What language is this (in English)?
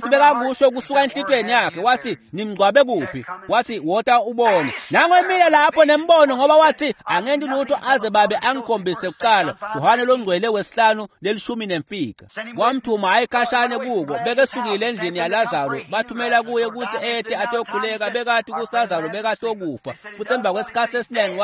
Swati